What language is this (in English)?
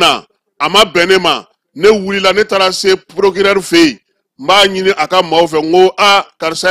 Bambara